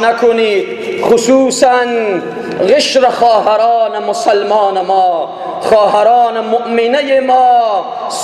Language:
Persian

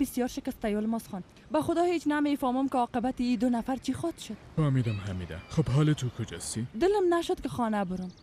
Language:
Persian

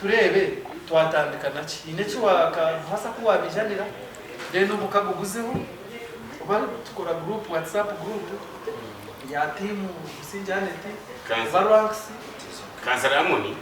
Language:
Nyankole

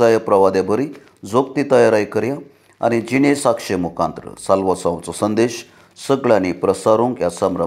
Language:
Konkani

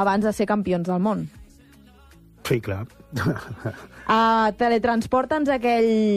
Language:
Catalan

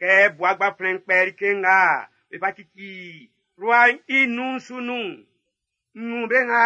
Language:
Baoulé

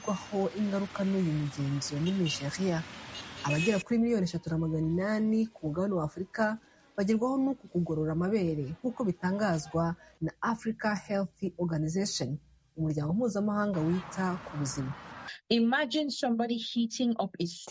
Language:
Kinyarwanda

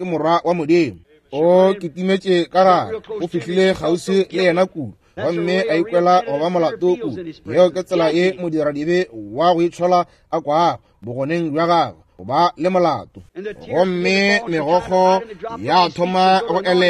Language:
Northern Sotho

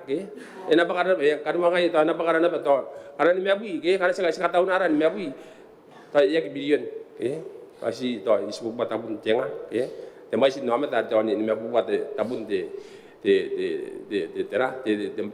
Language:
Gilbertese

